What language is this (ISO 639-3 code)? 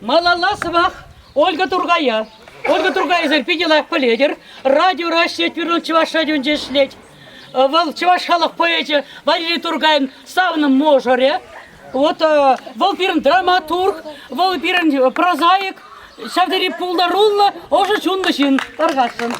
chv